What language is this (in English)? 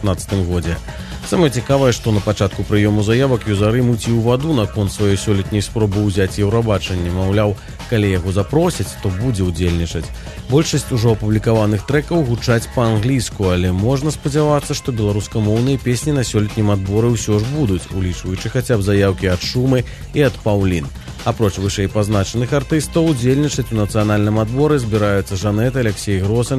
Belarusian